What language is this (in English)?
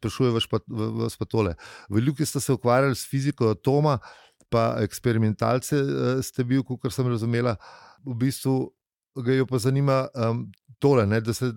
Slovenian